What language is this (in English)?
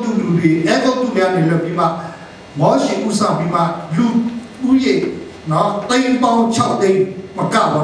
Burmese